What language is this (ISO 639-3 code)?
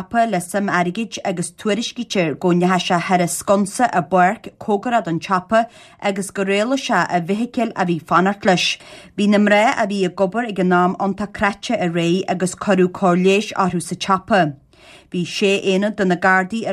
gle